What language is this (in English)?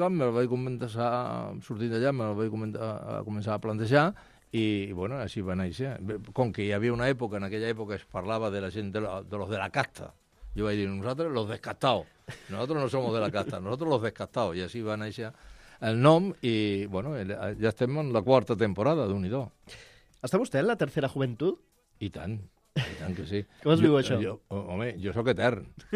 Catalan